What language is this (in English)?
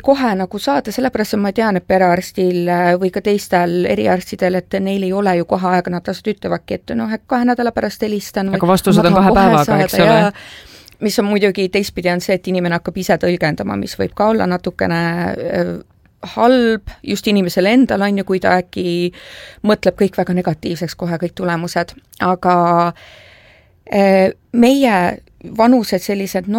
Estonian